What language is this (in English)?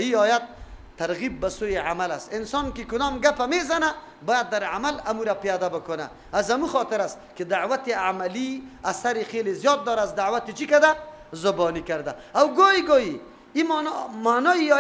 Persian